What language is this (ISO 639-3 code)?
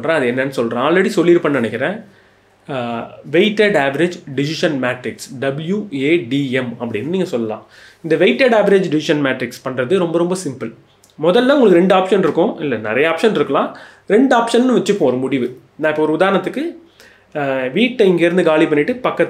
tam